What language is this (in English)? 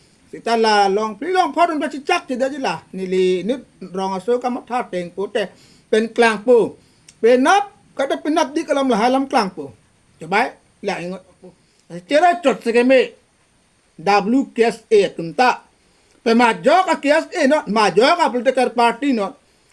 Karbi